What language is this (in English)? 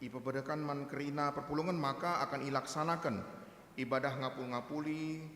Batak Karo